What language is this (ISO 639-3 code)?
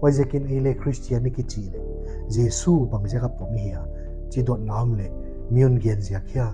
pck